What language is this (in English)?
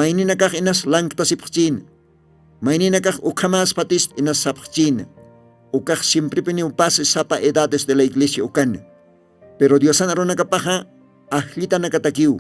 Aymara